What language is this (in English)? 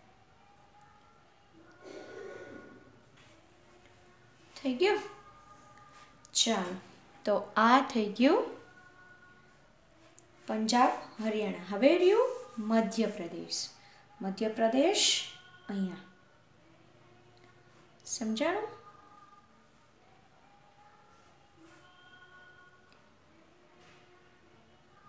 Gujarati